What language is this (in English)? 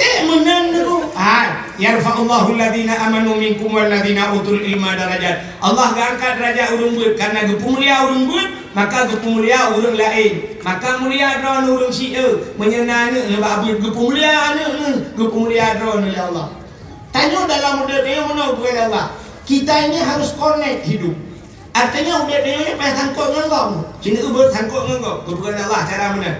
Achinese